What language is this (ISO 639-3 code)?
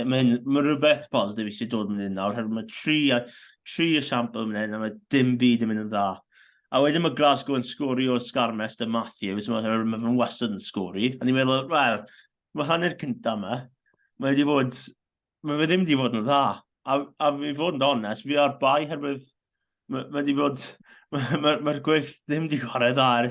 cym